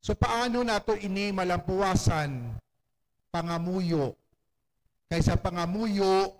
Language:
Hiligaynon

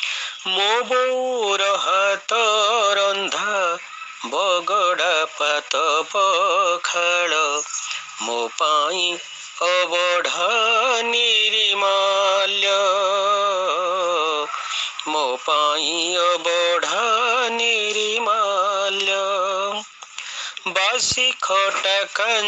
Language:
Odia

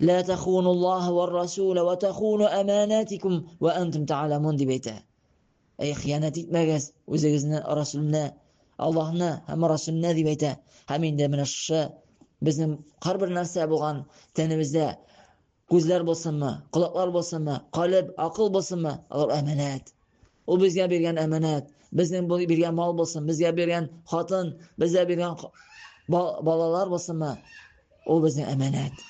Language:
Tatar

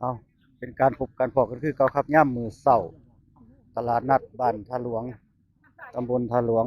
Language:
Northeastern Thai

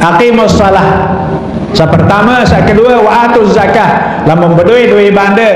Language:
Sasak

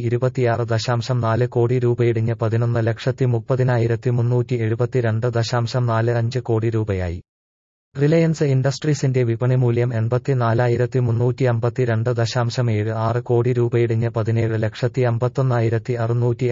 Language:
Malayalam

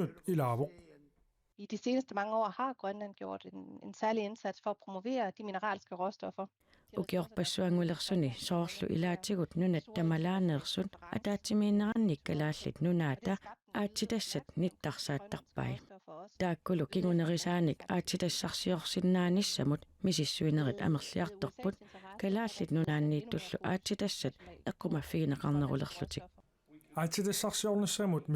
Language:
Kalaallisut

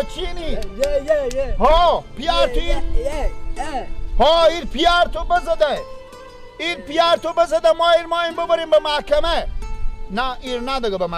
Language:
Persian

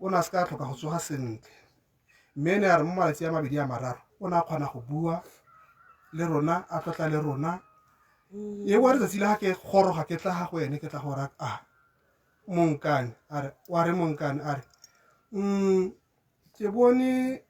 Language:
Tswana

